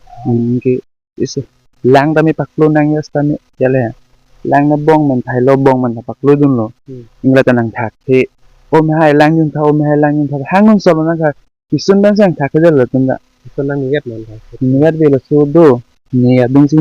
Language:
Karbi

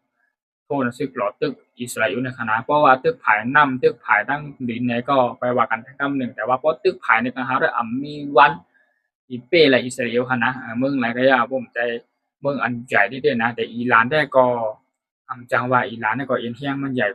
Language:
Shan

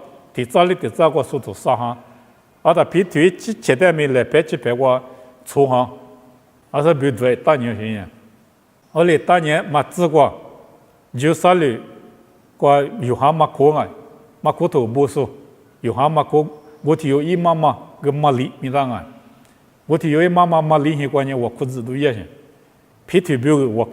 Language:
Lisu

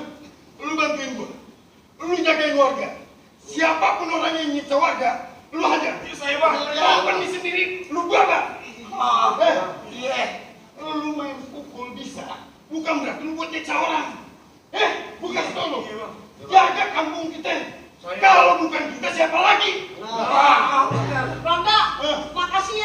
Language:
Betawi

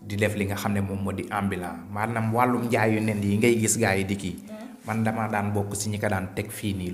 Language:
Wolof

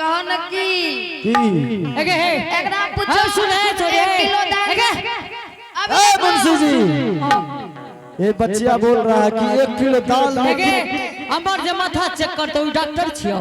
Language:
Angika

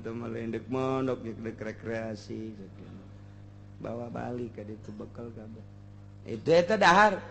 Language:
Sundanese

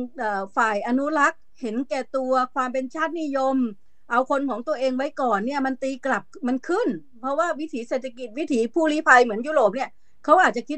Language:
Thai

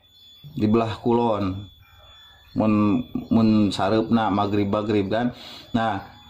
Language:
Sundanese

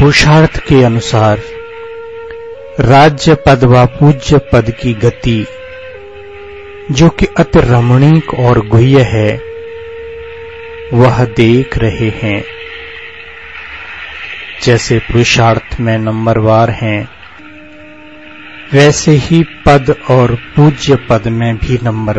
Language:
Hindi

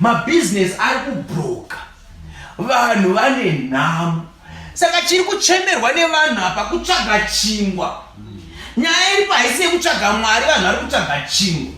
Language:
Shona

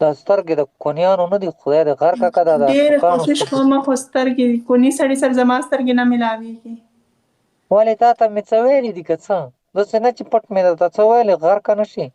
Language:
Pashto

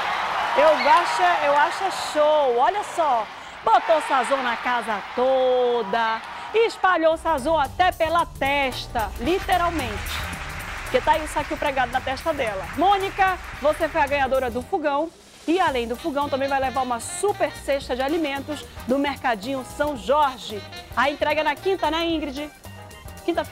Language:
Portuguese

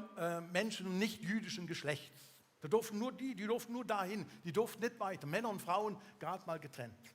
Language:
Swiss German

